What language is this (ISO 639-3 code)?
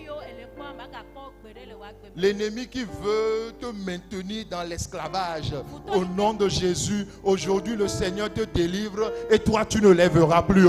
ewe